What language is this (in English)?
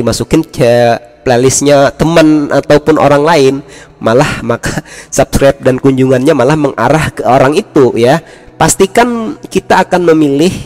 Indonesian